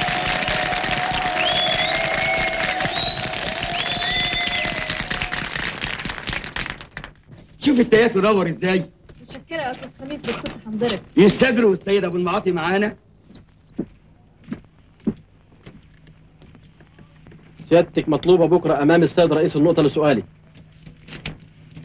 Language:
Egyptian Arabic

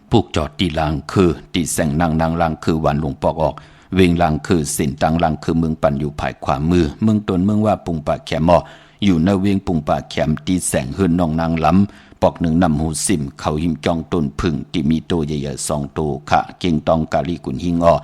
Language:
Shan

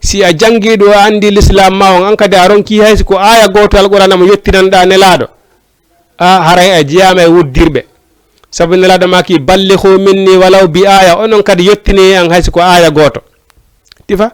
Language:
Fula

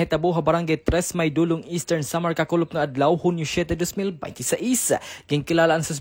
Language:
Waray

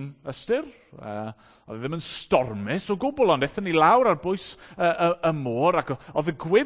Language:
Welsh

